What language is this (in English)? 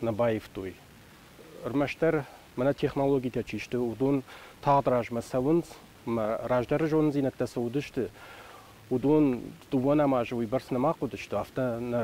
Ossetic